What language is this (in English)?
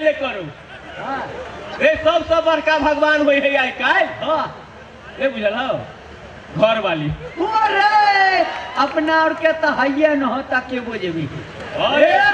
Maithili